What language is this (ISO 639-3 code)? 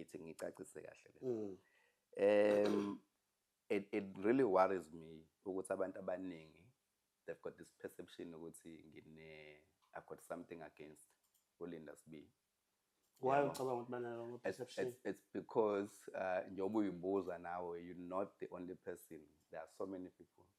zul